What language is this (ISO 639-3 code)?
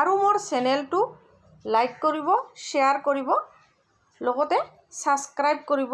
asm